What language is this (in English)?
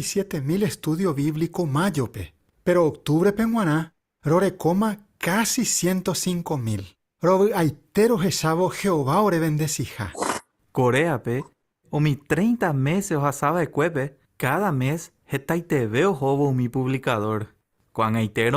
Guarani